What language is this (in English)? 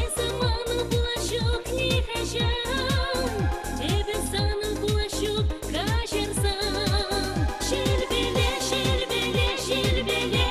Chuvash